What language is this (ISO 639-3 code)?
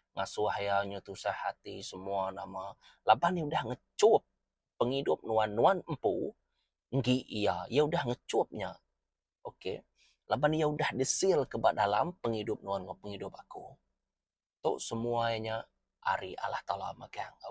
iba